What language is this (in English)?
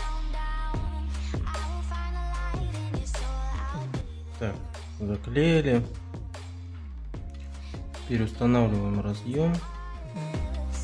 Russian